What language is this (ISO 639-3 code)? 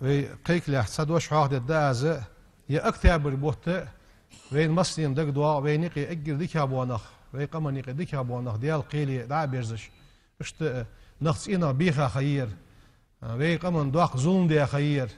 inh